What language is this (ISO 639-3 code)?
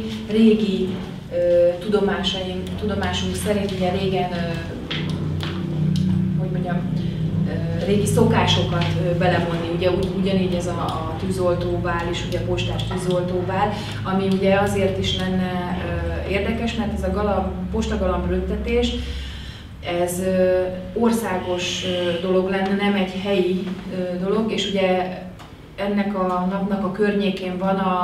hun